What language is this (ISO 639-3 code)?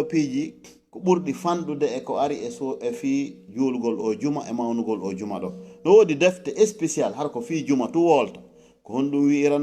ful